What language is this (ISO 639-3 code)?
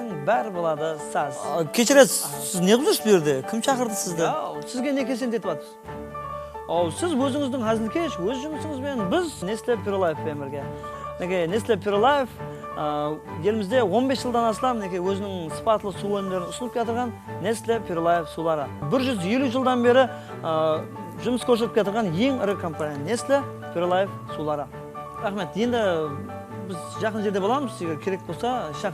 kaa